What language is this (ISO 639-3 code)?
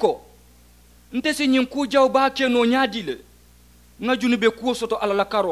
man